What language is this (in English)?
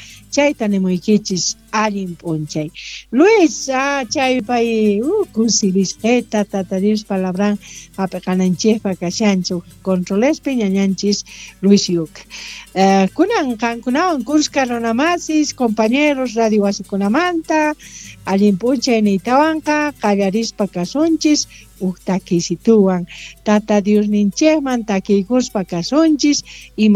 South Bolivian Quechua